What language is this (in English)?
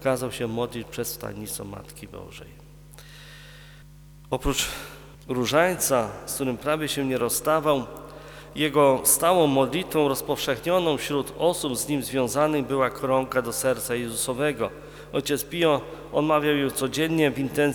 Polish